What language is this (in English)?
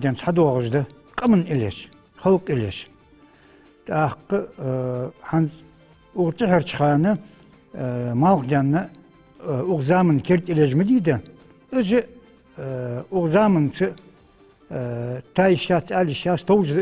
Ingush